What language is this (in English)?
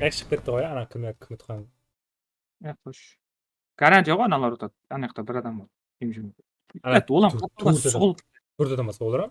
Kara-Kalpak